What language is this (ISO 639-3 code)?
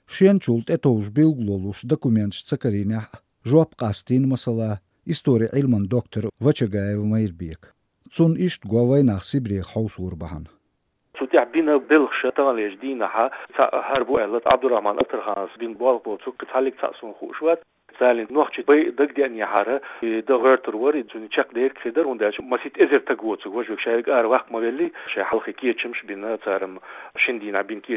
che